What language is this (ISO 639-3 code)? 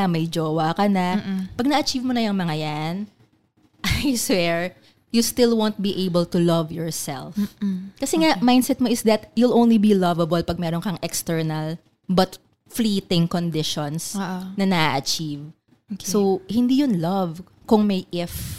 fil